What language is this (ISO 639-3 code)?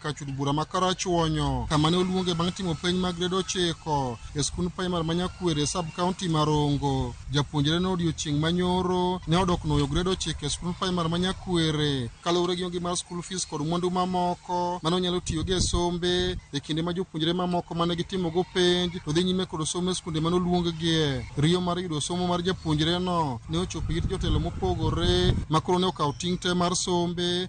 luo